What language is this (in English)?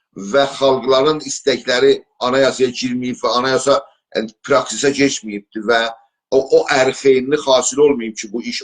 South Azerbaijani